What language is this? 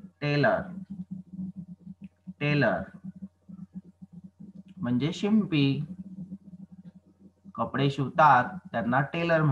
Marathi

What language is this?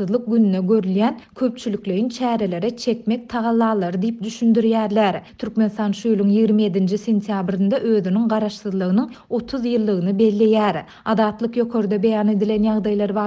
Turkmen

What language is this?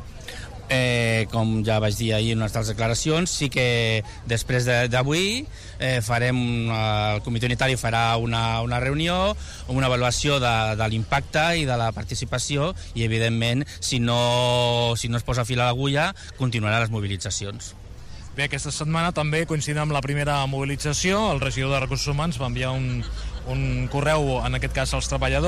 Catalan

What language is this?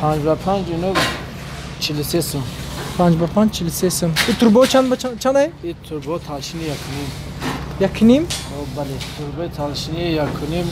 Tajik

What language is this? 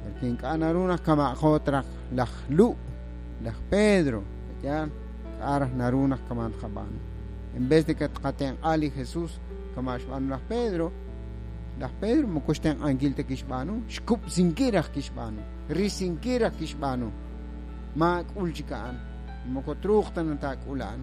Kekchí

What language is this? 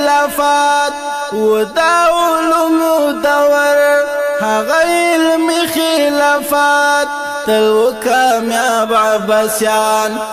Pashto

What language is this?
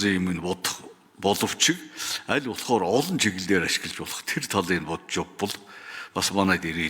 Mongolian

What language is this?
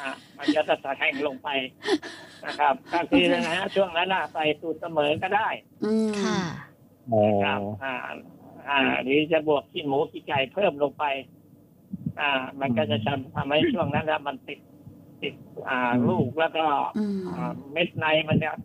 Thai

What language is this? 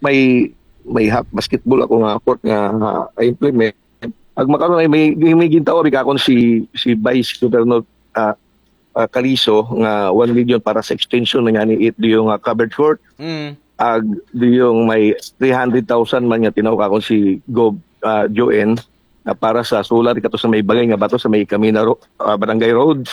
Aklanon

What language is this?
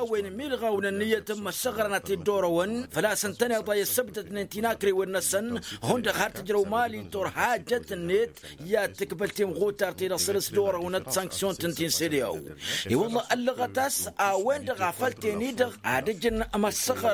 Tamasheq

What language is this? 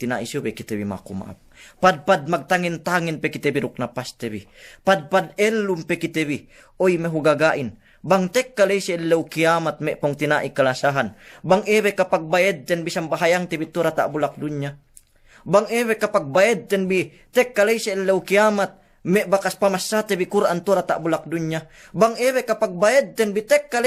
Yakan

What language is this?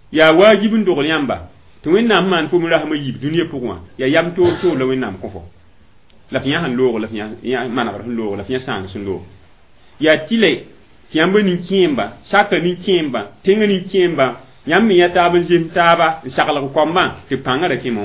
Mossi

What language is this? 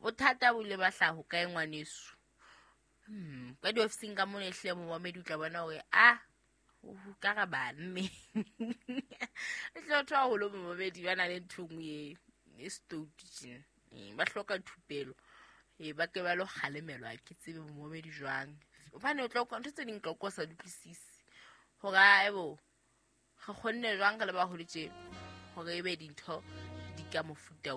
Southern Sotho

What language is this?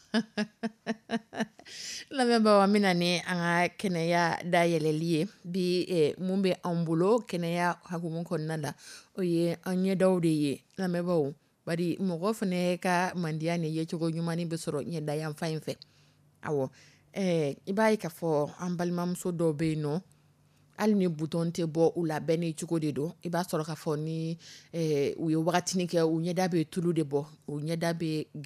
Dyula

